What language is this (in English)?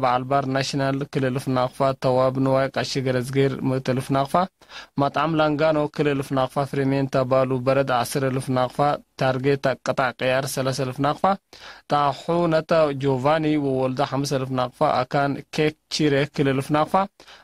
Tigre